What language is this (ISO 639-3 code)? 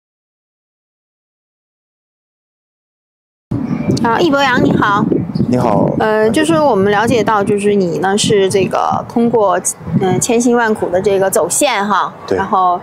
zho